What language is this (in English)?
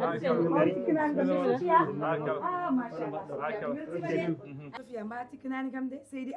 Fula